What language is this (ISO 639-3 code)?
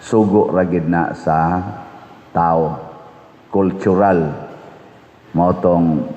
ceb